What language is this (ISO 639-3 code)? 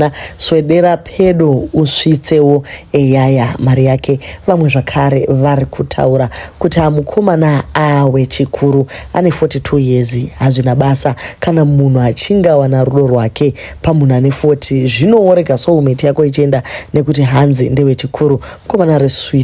sna